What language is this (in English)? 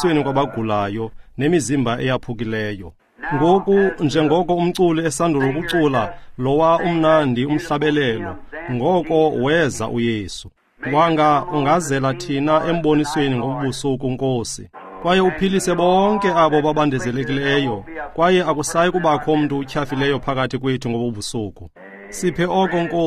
Xhosa